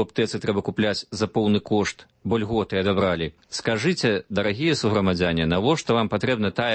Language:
Belarusian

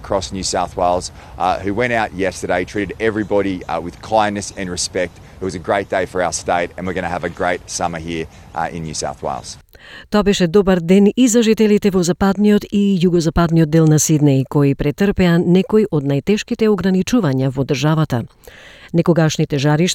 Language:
Macedonian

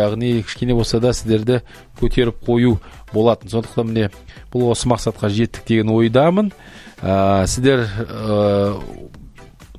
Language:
Kazakh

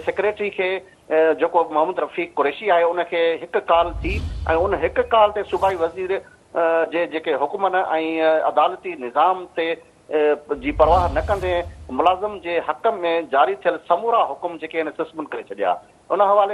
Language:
Sindhi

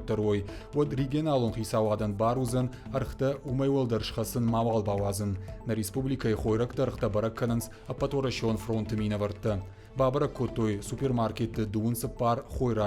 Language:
Ossetic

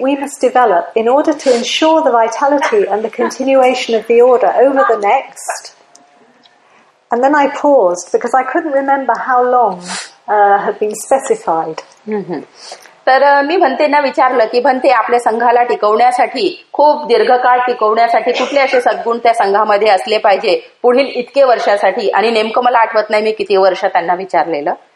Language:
Marathi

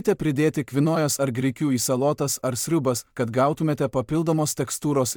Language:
Lithuanian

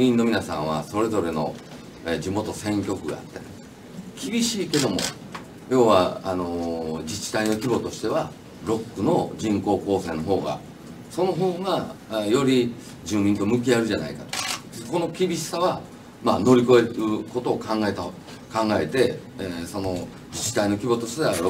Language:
Japanese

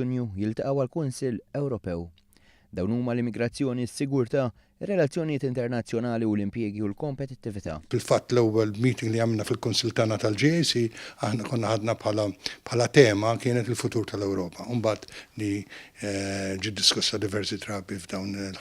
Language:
Maltese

